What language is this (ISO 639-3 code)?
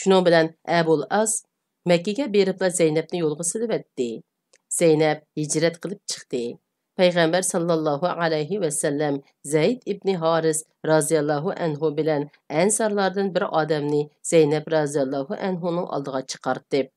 uig